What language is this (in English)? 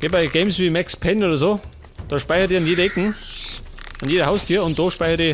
Bavarian